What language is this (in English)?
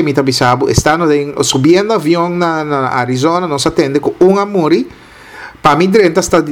Papiamento